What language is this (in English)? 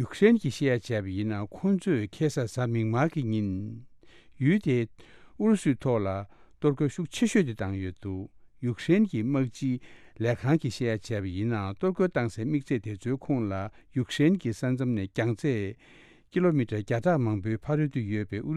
Tibetan